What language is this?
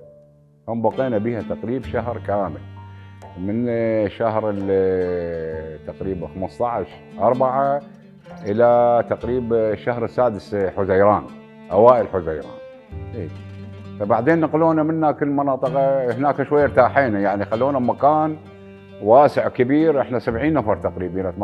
Mesopotamian Arabic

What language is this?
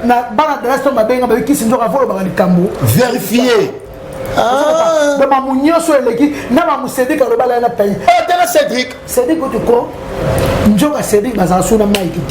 Lingala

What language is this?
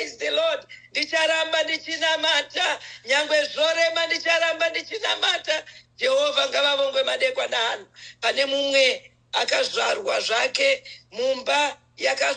Shona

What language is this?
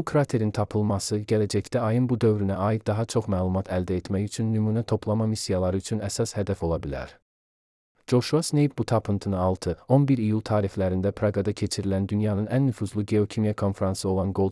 Azerbaijani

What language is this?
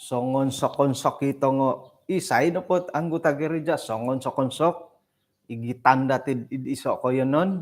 Central Dusun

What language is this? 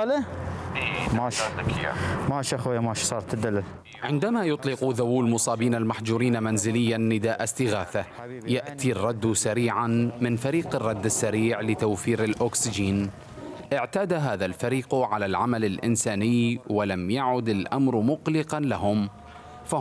Mesopotamian Arabic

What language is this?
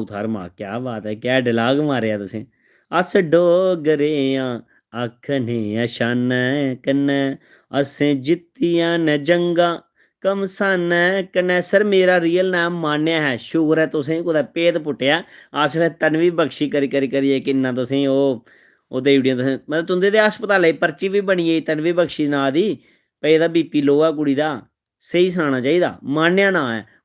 Dogri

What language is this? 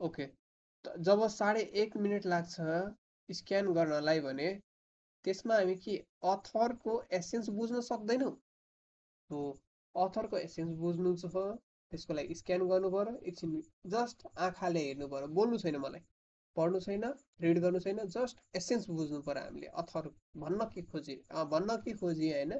Nepali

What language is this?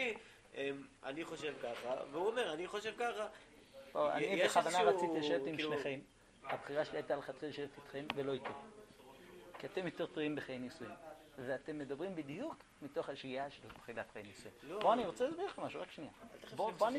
Hebrew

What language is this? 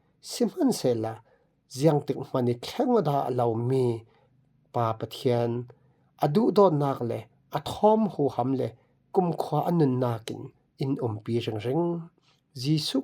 Falam Chin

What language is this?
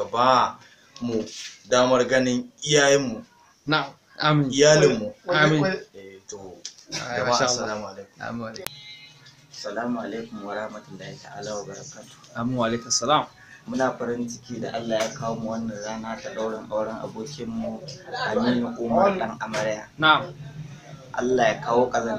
Hausa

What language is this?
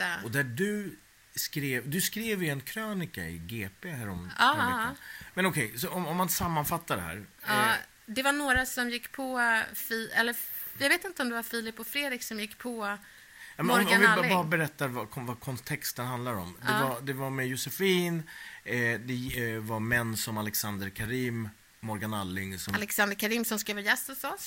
Swedish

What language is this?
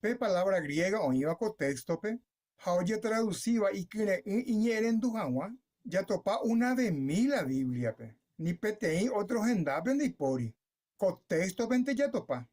Guarani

